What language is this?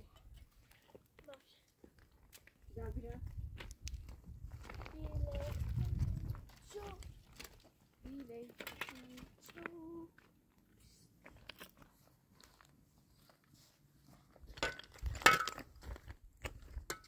Persian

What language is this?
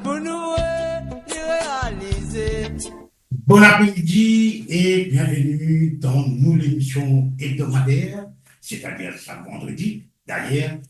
Morisyen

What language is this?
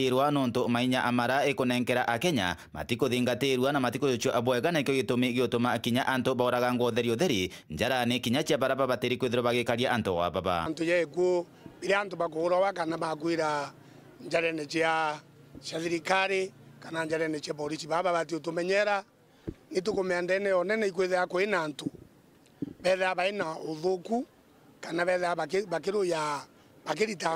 Meru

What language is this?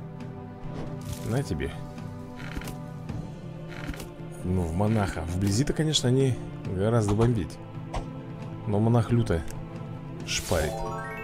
Russian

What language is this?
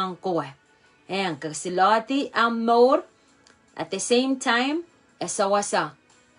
Pohnpeian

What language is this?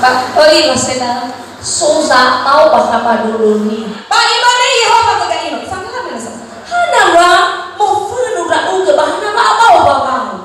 Nias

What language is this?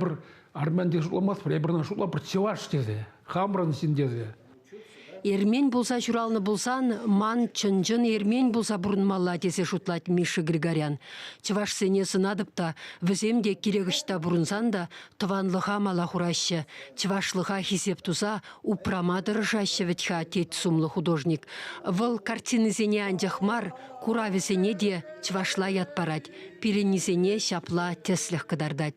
Chuvash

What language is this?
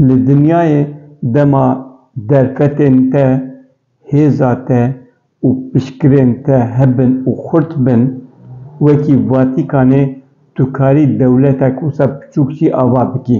Kurdish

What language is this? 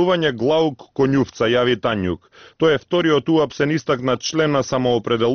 Macedonian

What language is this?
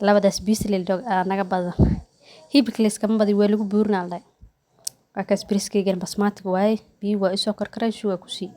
Somali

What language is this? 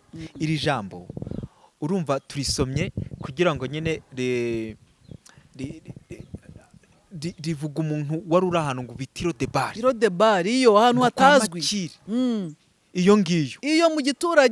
Kinyarwanda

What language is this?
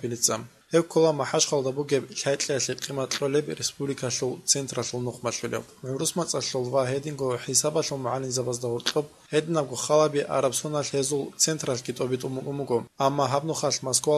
Avaric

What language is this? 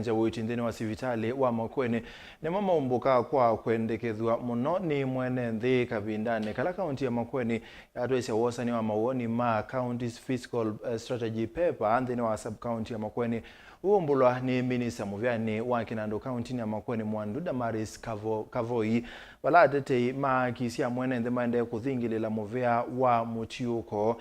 Kamba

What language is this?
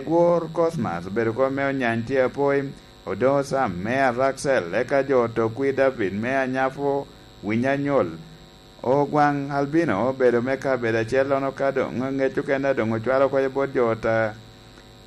Lango (Uganda)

